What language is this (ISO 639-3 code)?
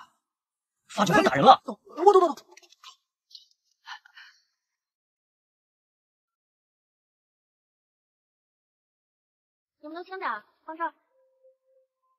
zho